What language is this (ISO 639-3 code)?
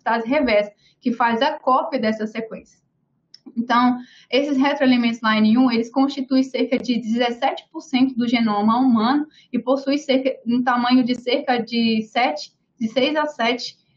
por